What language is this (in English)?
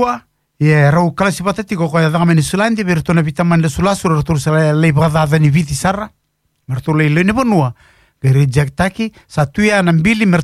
Fijian